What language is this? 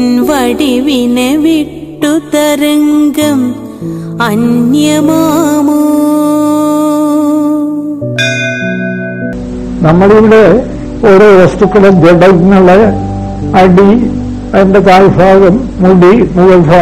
Malayalam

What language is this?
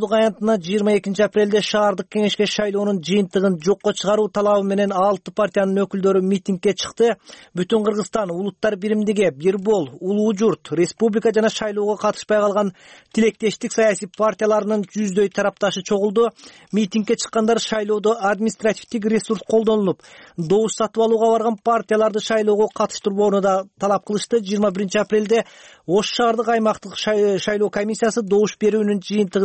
Kyrgyz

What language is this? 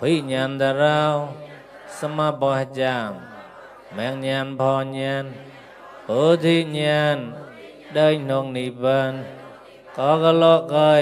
Mon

